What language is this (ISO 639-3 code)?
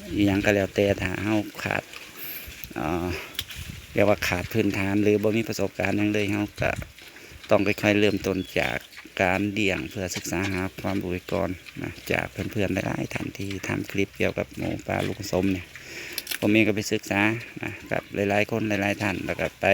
tts